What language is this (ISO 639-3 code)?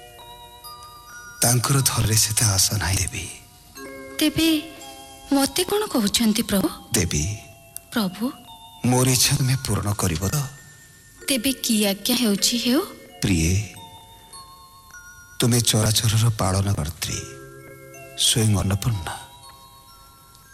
ori